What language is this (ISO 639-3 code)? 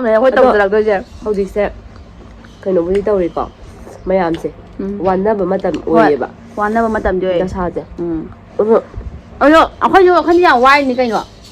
mni